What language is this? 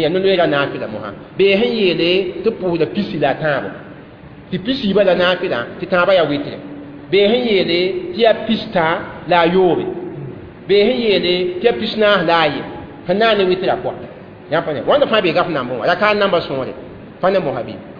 Mossi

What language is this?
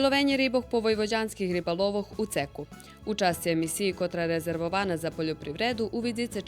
Rusyn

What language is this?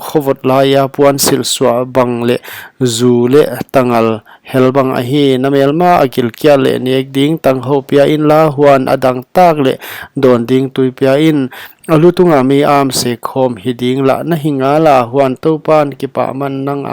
Paite Chin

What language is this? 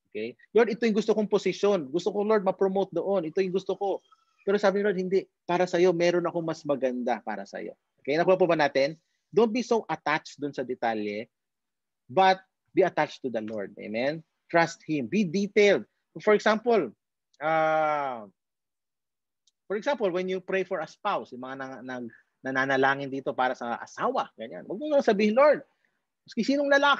Filipino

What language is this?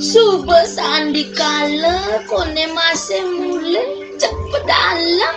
Balinese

